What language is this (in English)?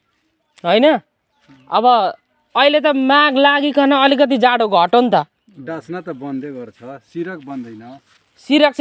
Nepali